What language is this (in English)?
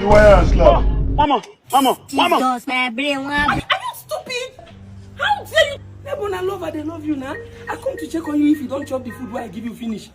Nigerian Pidgin